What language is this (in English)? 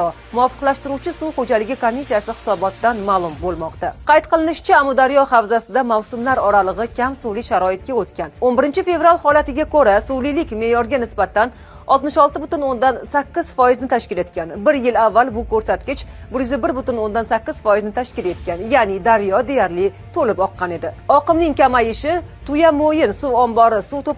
Uzbek